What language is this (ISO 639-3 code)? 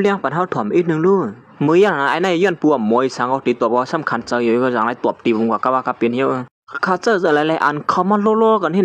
shn